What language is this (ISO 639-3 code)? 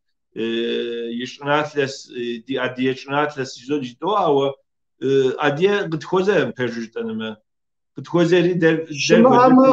kbd